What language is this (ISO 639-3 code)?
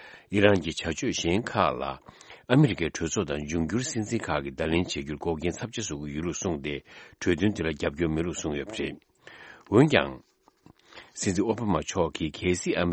bod